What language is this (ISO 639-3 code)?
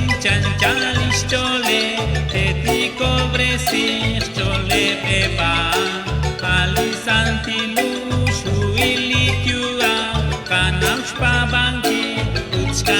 kek